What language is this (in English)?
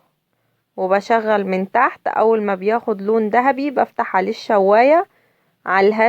Egyptian Arabic